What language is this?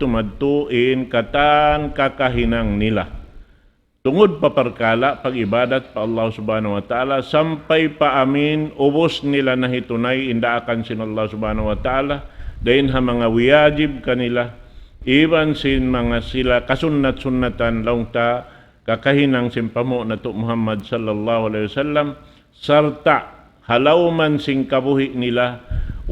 Tausug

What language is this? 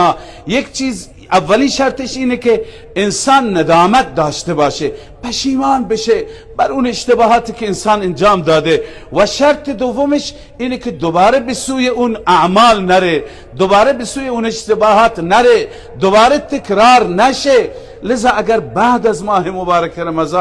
Persian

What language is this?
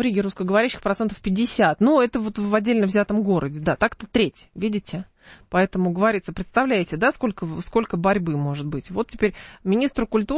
Russian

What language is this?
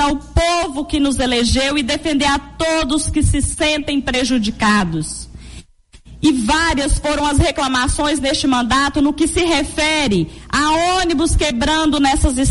Portuguese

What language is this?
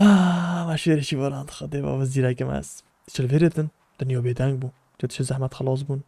Kurdish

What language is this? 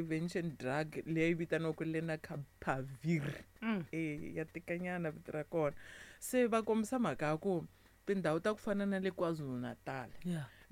Tsonga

